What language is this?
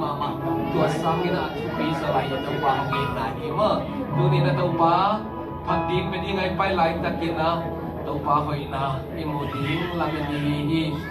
Tedim Chin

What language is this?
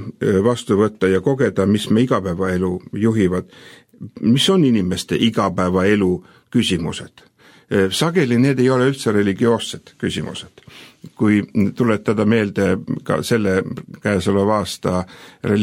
Estonian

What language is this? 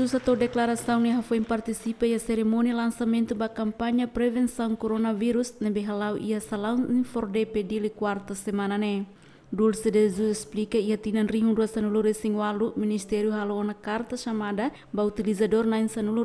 Tetum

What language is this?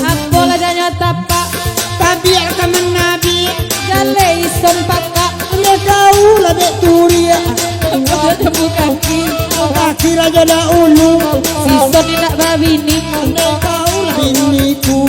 Minangkabau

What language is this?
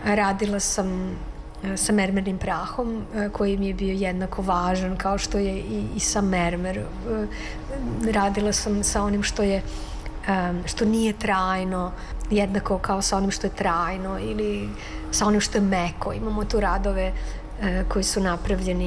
Serbian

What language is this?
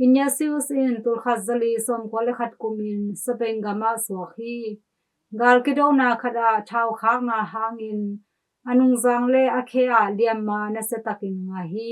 Tedim Chin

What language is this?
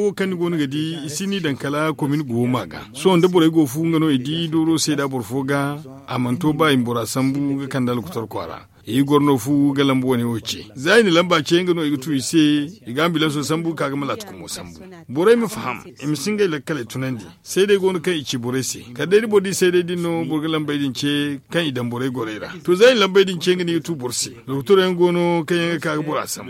Zarma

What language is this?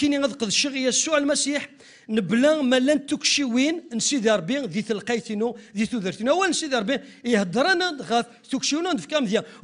Kabyle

